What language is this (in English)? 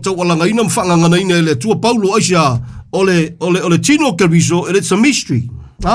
Samoan